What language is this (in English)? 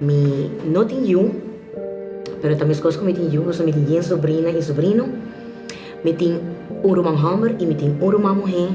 Papiamento